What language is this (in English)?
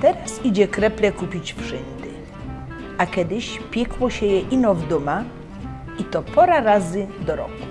Silesian